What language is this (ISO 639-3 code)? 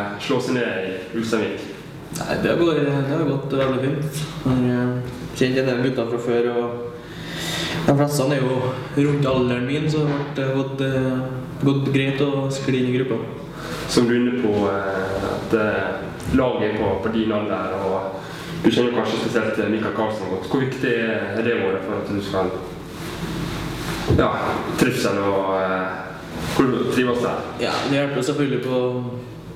nor